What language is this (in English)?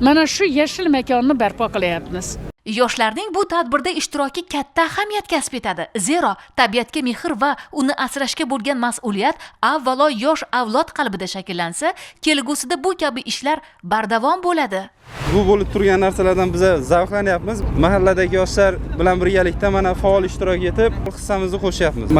Uzbek